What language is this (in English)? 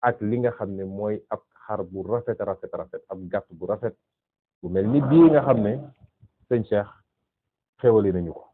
Wolof